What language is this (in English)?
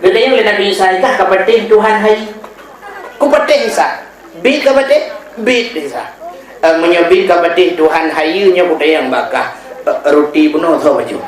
Achinese